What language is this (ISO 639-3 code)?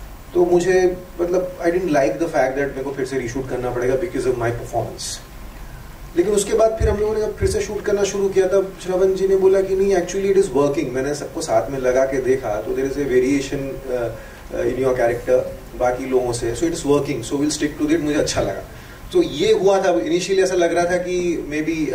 hin